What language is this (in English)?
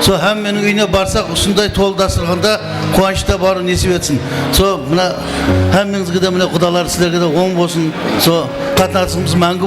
Kara-Kalpak